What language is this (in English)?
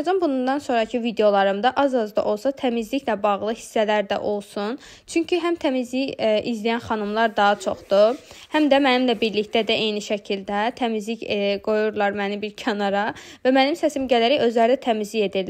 Azerbaijani